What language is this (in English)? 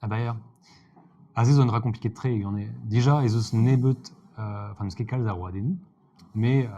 Breton